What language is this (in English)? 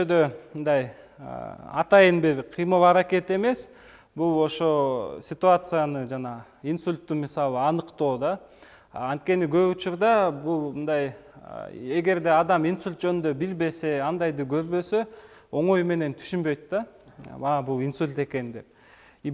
Kyrgyz